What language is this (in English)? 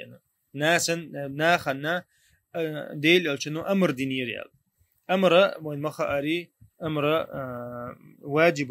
Chechen